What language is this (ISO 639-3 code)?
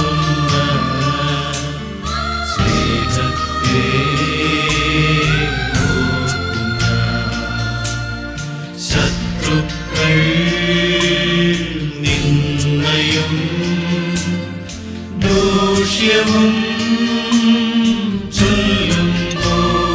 mal